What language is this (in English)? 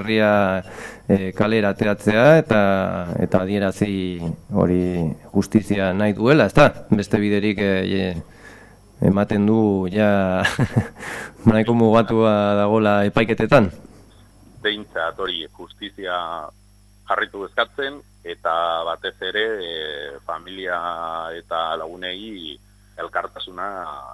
Basque